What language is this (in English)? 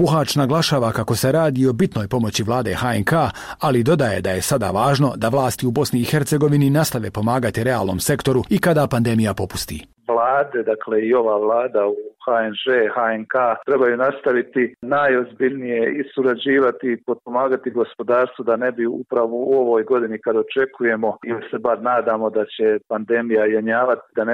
Croatian